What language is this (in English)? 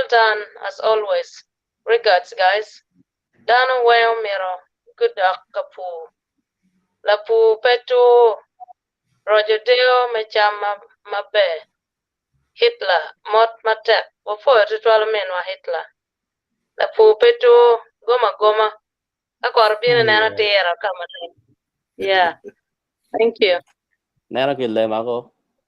Acoli